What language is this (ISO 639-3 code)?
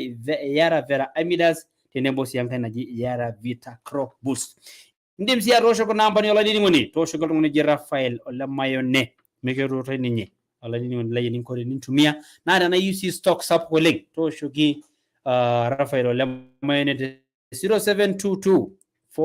mas